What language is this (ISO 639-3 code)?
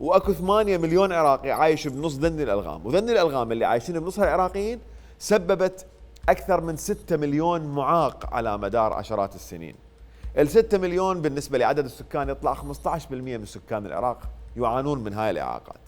acm